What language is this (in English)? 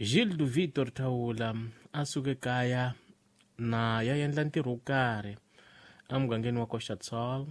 Tsonga